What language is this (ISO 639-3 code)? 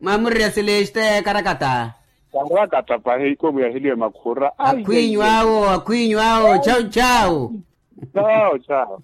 vmw